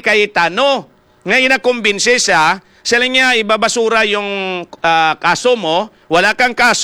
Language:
Hiligaynon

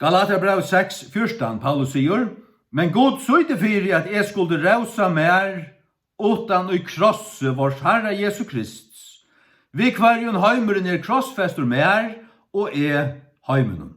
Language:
Faroese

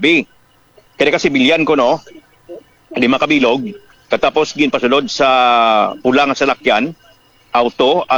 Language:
Hiligaynon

